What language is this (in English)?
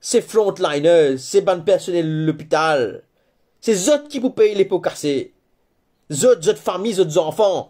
Morisyen